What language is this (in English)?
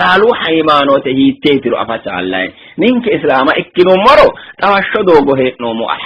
Sidamo